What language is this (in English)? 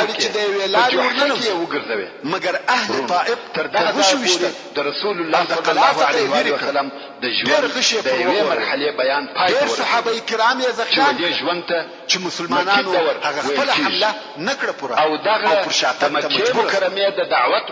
Pashto